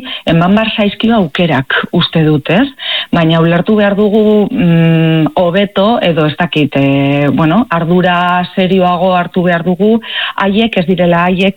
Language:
Basque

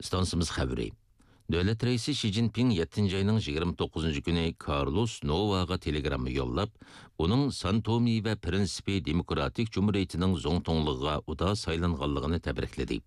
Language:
Uyghur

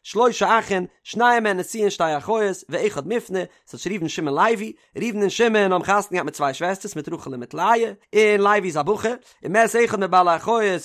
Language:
Yiddish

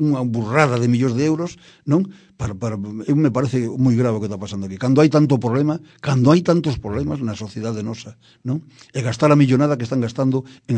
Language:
Galician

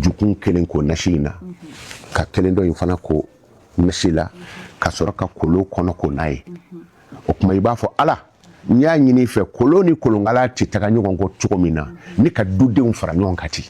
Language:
Bambara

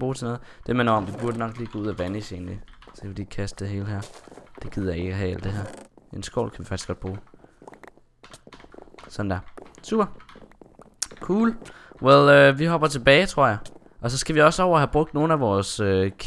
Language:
Danish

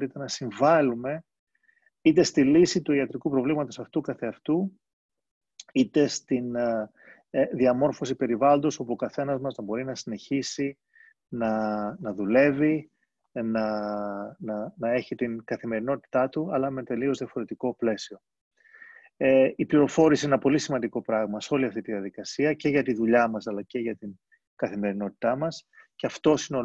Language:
Greek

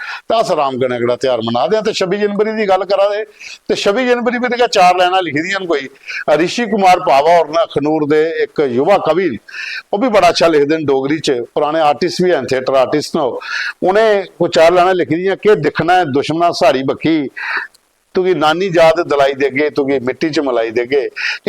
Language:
Dogri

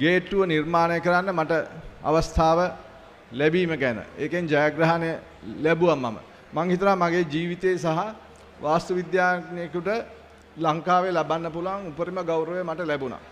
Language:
Sinhala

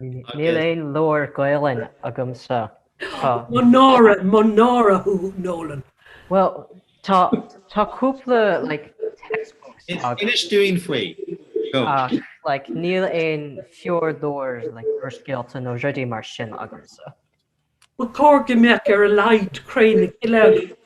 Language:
Irish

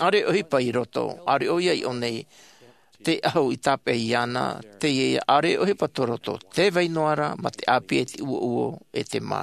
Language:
Tahitian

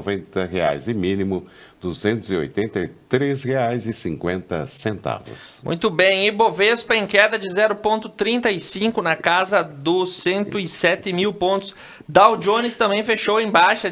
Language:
Portuguese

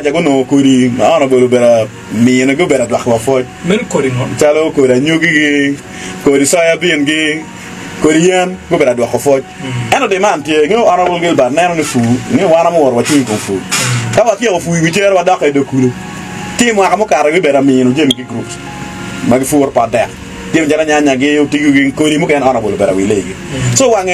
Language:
Acoli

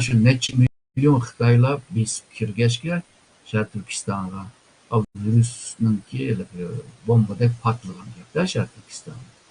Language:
Uyghur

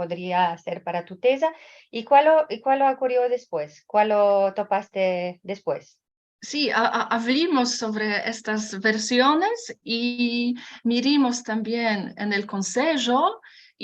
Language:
Ladino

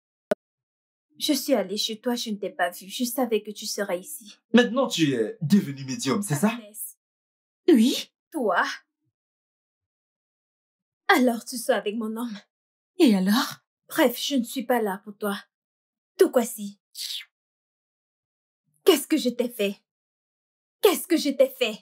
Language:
French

